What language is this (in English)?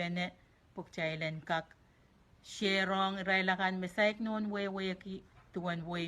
Pohnpeian